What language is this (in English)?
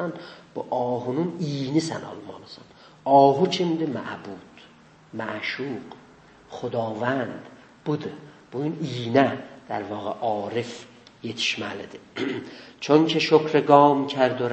South Azerbaijani